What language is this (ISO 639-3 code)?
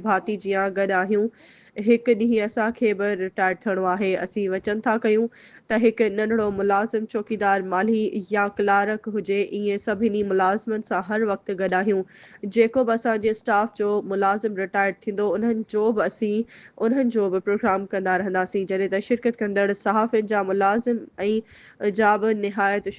snd